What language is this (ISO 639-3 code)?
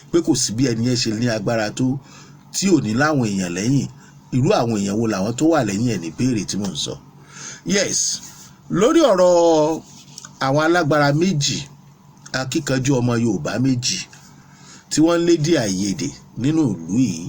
yor